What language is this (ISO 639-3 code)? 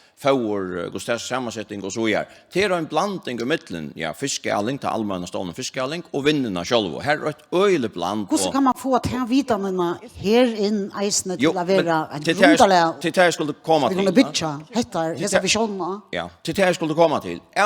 fao